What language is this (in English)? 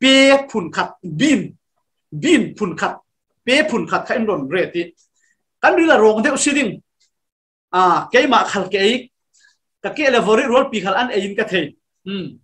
Falam Chin